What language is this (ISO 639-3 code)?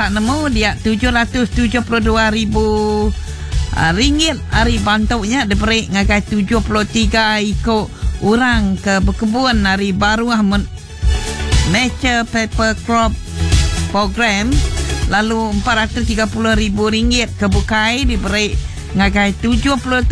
iba